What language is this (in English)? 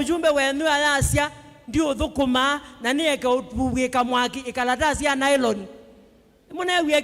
Kamba